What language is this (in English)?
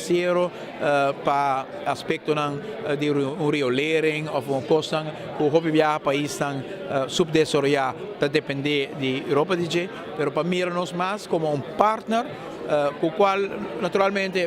Papiamento